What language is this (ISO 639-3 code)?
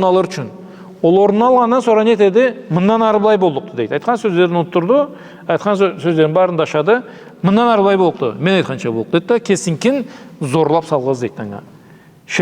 krc